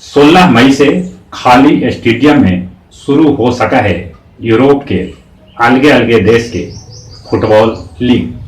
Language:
Magahi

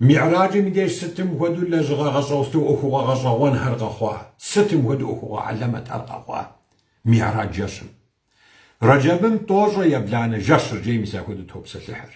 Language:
Kabardian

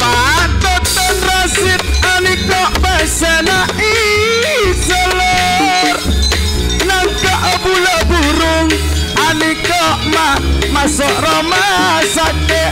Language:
Madurese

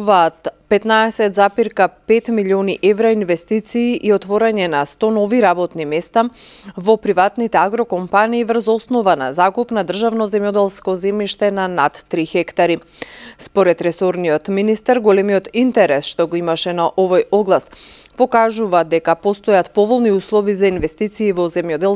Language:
Macedonian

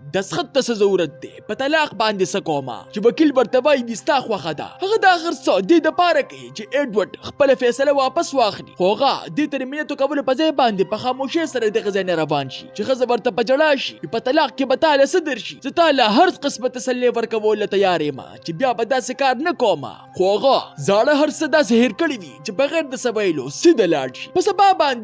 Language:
Pashto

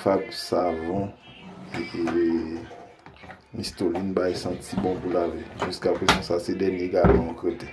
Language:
Haitian Creole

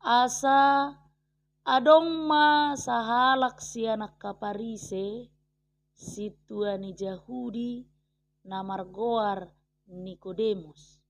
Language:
Batak Toba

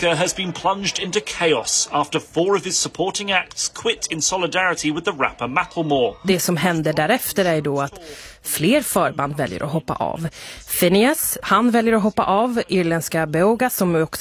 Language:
Swedish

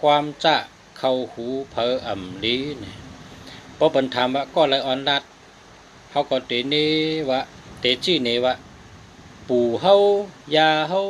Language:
Shan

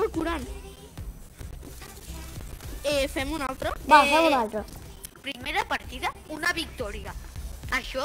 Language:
Catalan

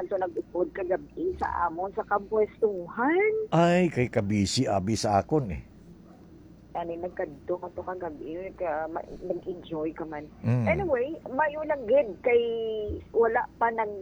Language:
Hiligaynon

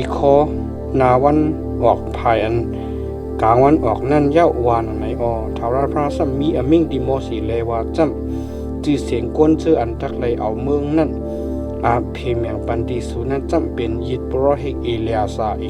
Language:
Shan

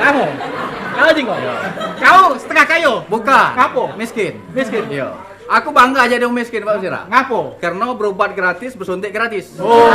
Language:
Musi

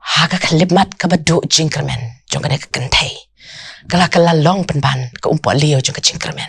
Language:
Khasi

